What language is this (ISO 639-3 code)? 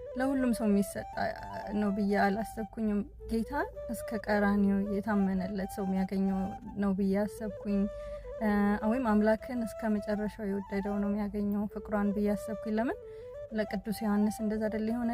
amh